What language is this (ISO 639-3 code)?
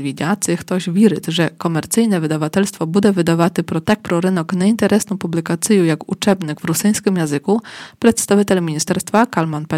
rue